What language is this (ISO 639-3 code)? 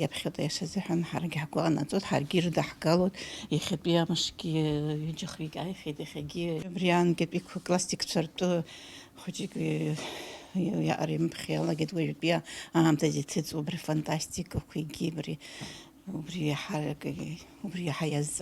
abk